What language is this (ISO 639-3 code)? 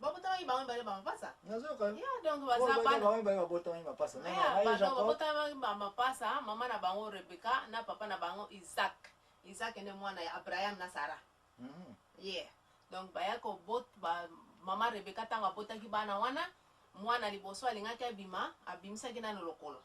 lin